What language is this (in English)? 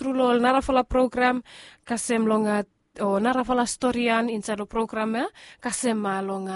Bislama